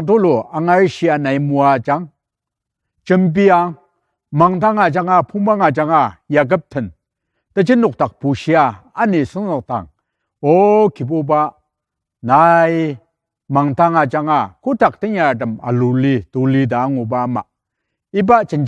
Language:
Ao Naga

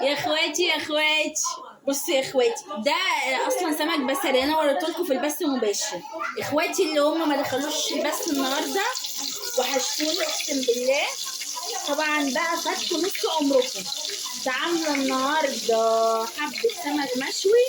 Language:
Egyptian Arabic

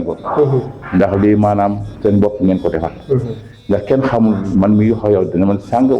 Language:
Wolof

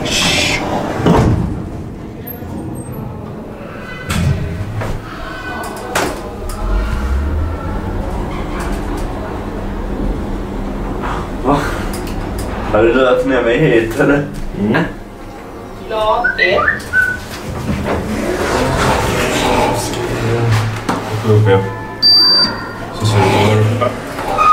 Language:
Swedish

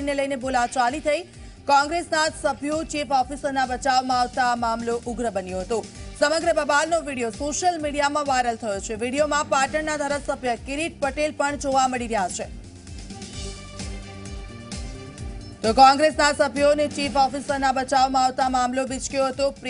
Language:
Gujarati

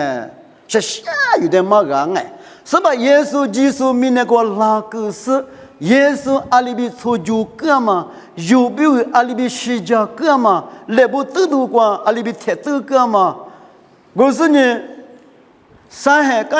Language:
Lisu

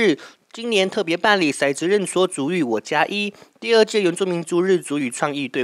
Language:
Chinese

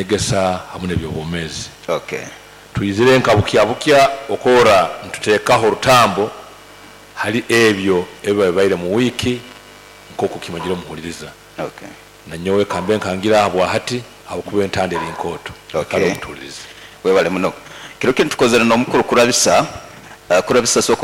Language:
Nyoro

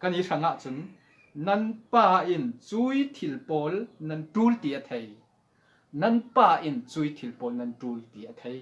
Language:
Falam Chin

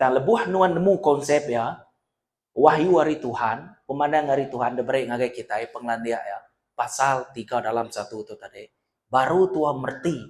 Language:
Iban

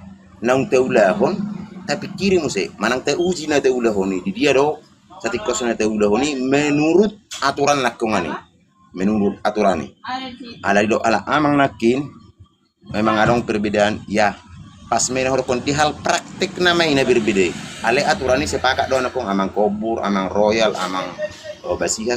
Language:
Batak Toba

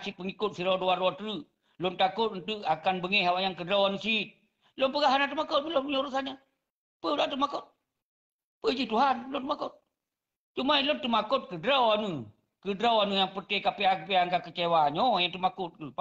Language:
Achinese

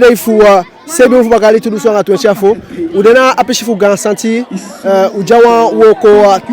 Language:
Eastern Maroon Creole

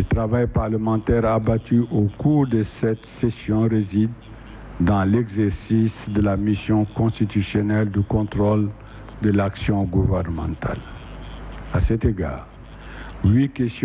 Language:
French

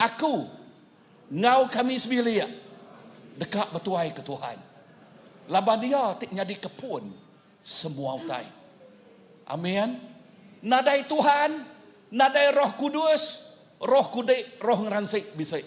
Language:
Iban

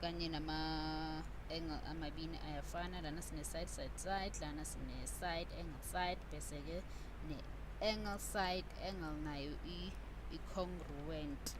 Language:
Zulu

